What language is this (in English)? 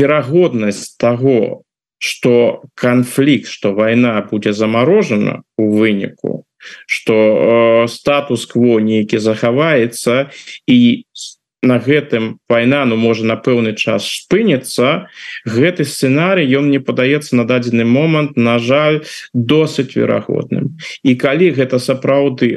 Belarusian